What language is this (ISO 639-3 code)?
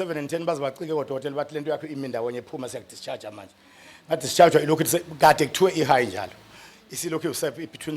zul